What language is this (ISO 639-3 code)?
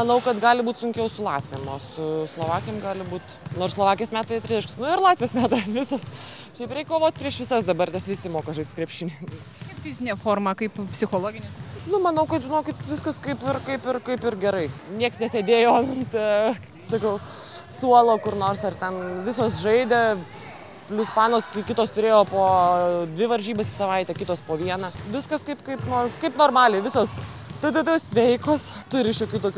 lit